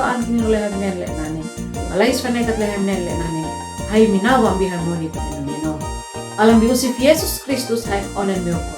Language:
Uab Meto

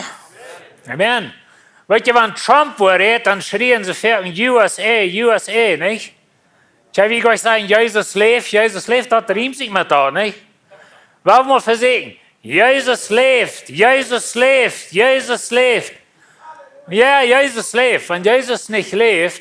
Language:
Plautdietsch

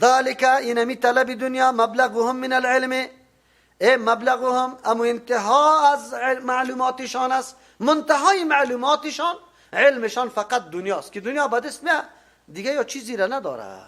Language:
Persian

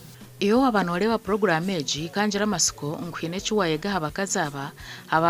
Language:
Nyankole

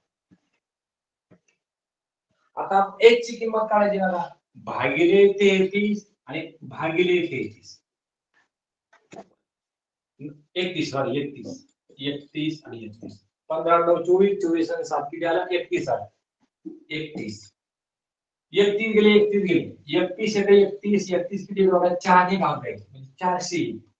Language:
Marathi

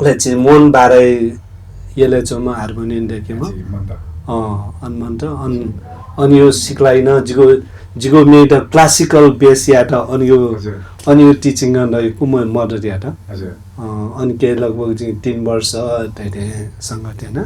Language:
Newari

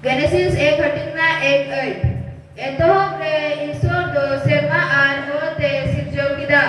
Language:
Santali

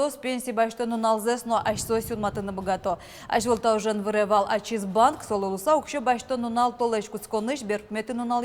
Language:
Udmurt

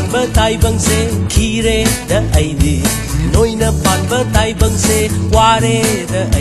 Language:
Manipuri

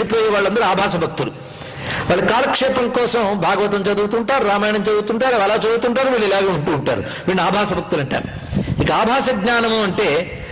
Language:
Telugu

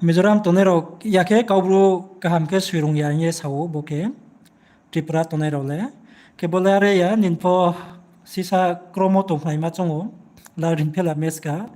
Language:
Riang (India)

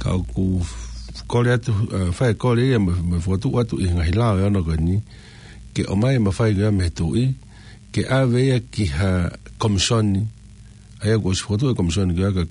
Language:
Tongan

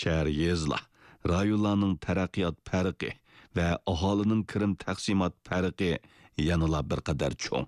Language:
Uyghur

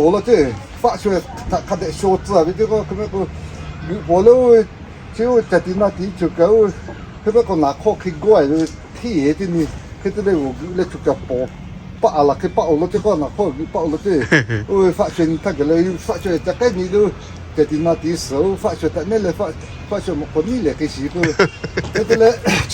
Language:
Lahu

